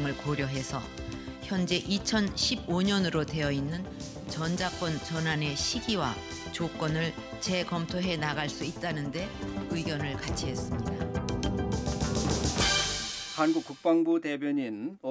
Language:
Korean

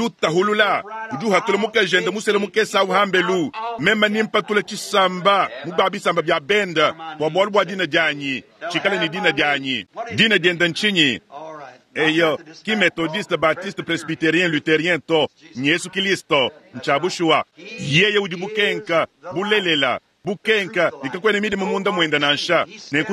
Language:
Luba-Lulua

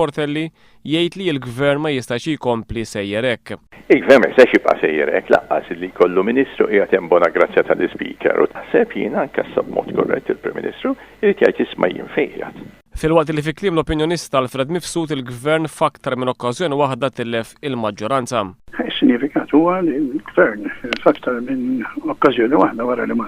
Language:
Maltese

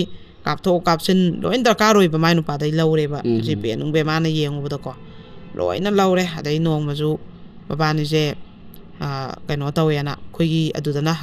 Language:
Manipuri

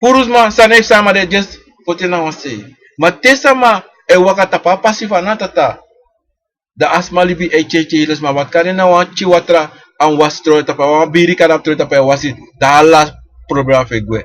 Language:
Sranan Tongo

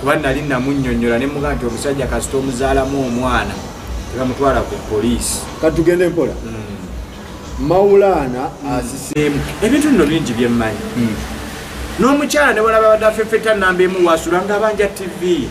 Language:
Ganda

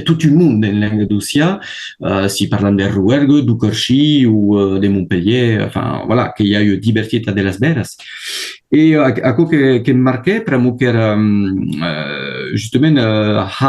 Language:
Occitan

